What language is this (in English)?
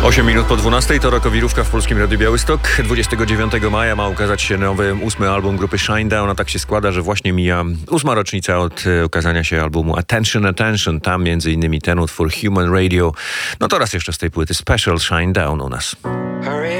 Polish